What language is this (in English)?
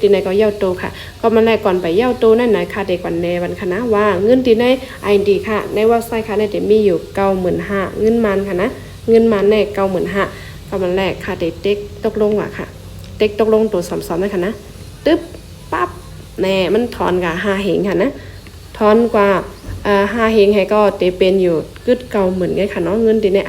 Shan